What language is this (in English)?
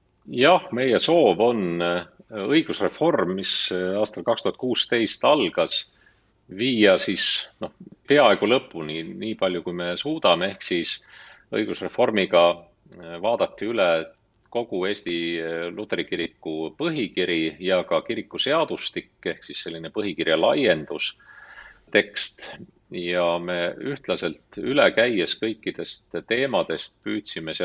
Estonian